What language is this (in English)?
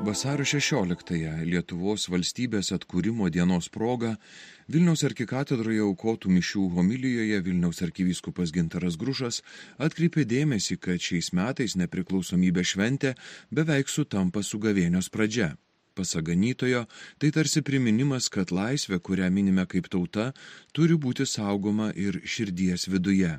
Lithuanian